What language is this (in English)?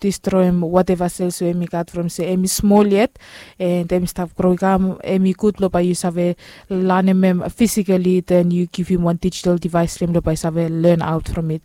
Bislama